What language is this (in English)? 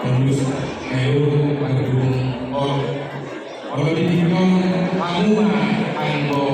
Batak Toba